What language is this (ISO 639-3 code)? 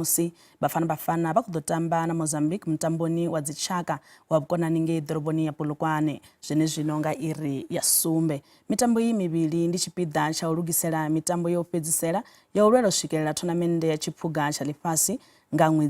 ven